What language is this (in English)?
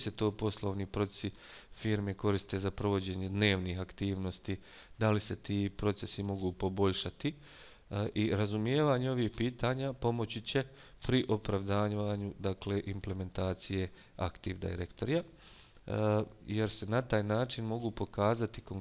Bosnian